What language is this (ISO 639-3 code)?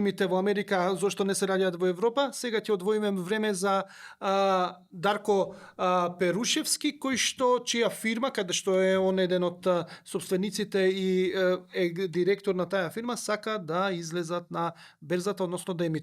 mkd